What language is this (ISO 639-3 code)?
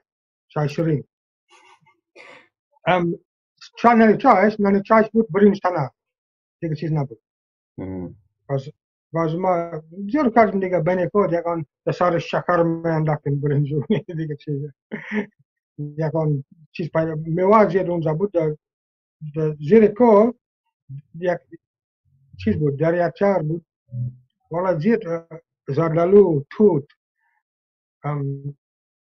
fas